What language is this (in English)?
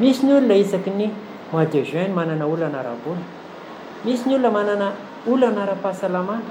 Malagasy